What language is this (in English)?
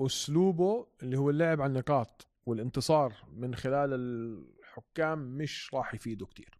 North Levantine Arabic